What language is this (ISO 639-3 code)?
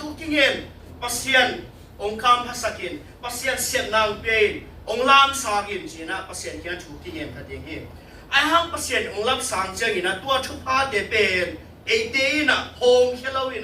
ctd